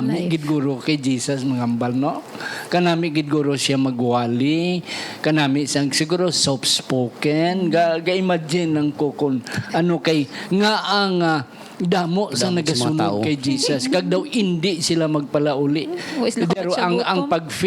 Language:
Hiligaynon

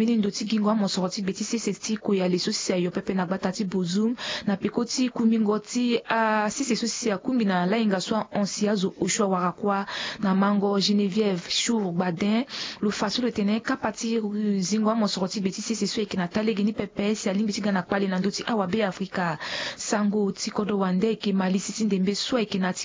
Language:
Sango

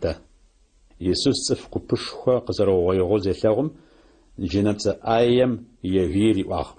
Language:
Adyghe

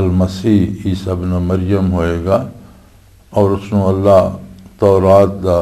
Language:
Western Panjabi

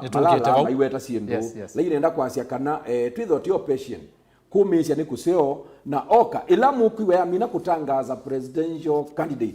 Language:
Kamba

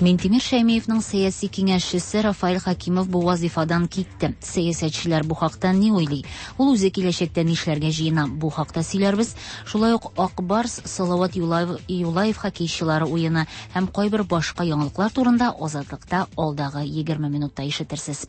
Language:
Tatar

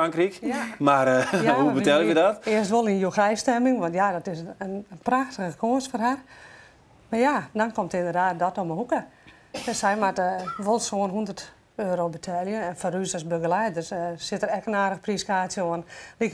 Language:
Western Frisian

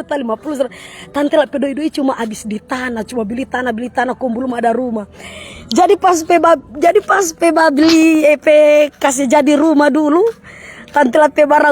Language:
Manado Malay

